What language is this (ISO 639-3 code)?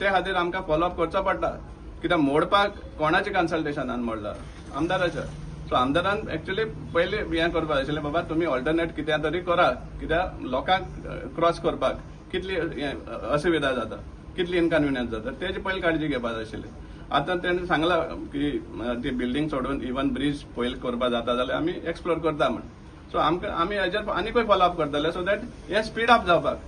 kok